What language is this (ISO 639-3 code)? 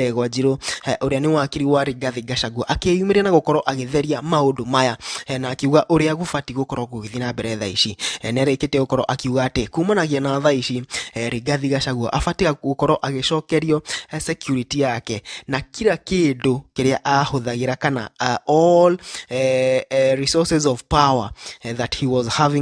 kik